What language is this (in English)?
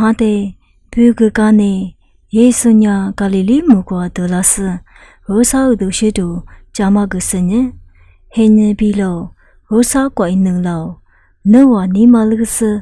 Lisu